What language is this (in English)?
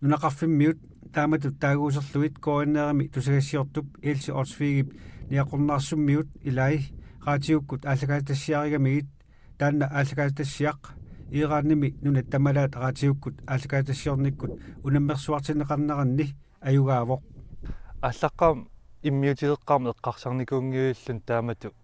Kalaallisut